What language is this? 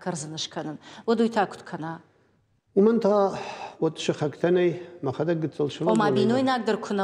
Ossetic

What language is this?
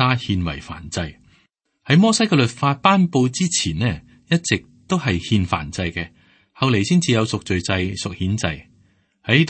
Cantonese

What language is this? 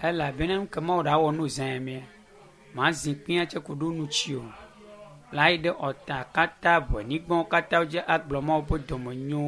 Ewe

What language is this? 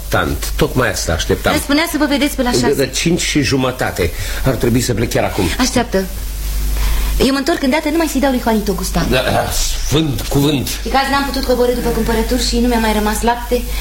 Romanian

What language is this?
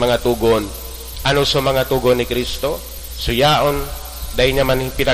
Bikol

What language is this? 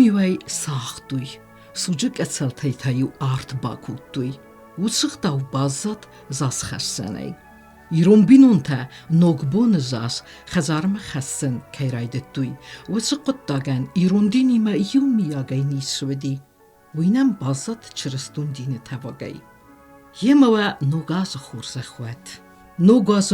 Ossetic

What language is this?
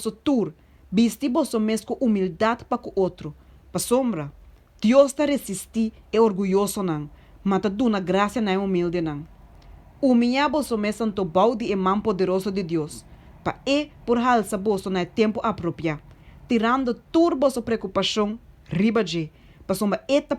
Papiamento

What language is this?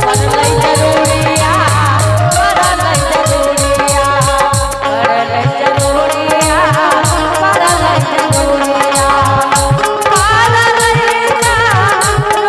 Angika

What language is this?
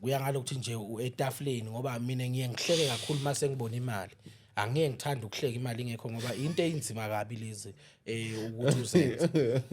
Zulu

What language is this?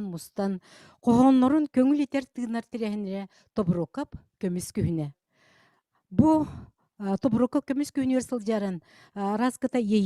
Yakut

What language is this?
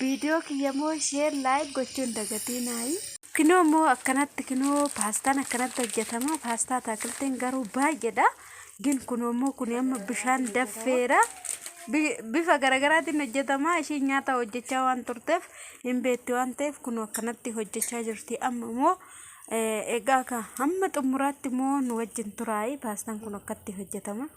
Oromo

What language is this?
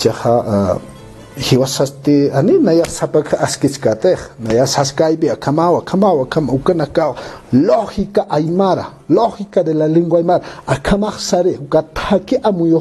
Aymara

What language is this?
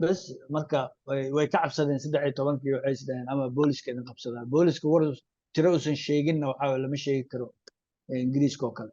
Somali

